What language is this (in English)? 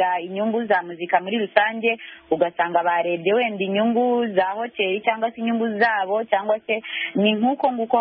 Kinyarwanda